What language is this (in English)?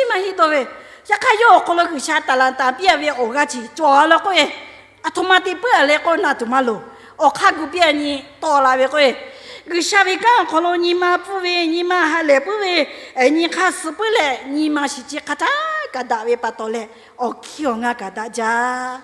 Lahu